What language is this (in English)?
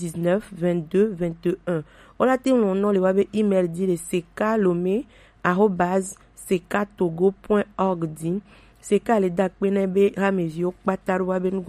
Gen